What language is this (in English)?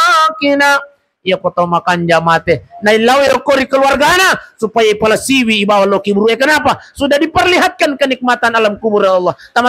Buginese